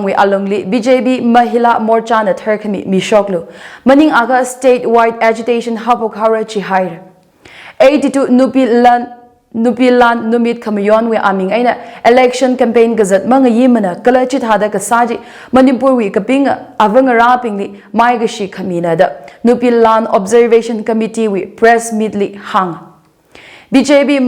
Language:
Tangkhul Naga (India)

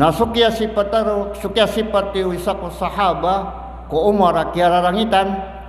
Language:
Maranao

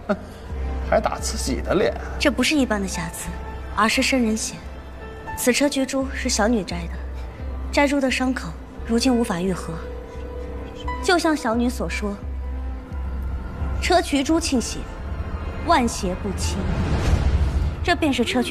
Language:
Chinese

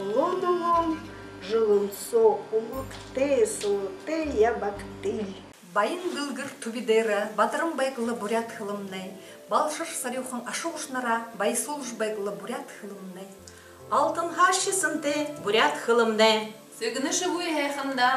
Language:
Buriat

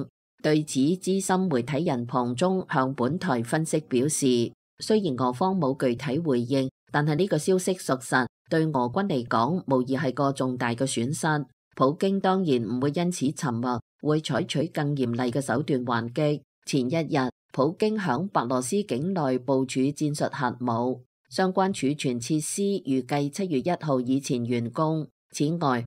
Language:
Cantonese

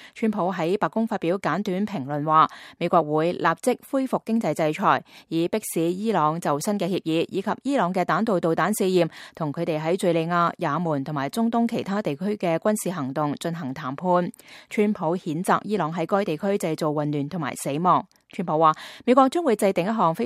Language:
Cantonese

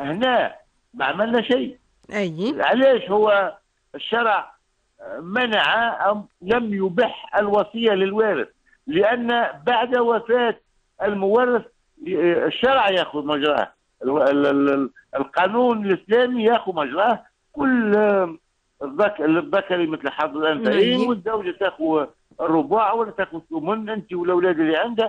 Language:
Tunisian Arabic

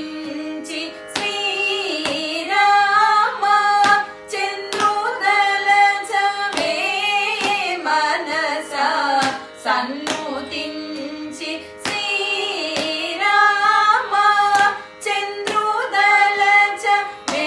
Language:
Telugu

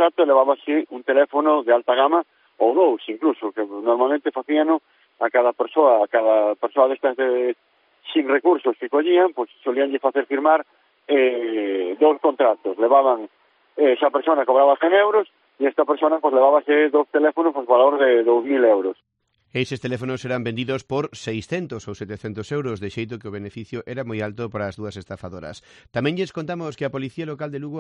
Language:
Galician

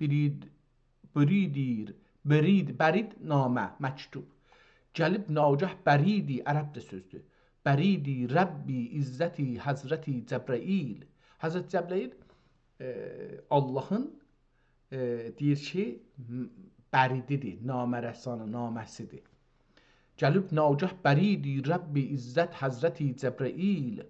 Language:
South Azerbaijani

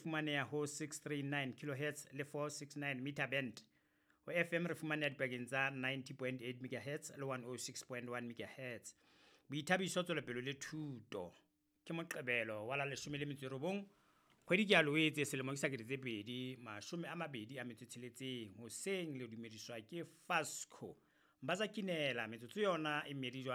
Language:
Southern Sotho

